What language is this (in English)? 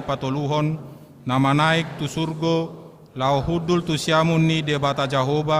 Batak Toba